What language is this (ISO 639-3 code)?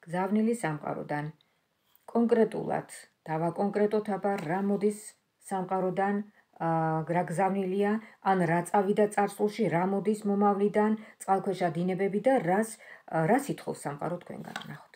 kat